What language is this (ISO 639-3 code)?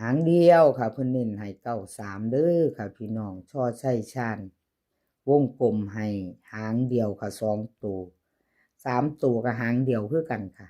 lao